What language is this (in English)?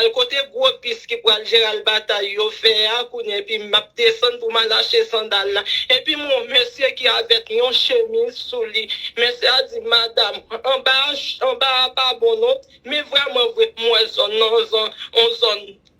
Haitian Creole